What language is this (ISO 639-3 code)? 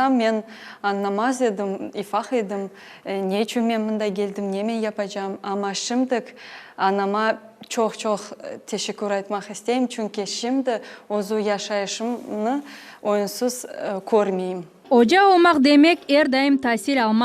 crh